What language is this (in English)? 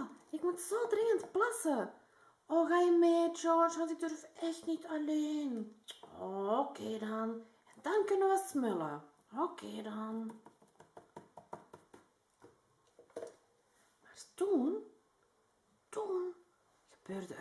Dutch